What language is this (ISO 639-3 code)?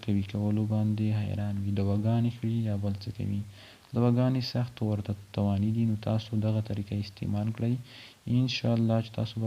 pus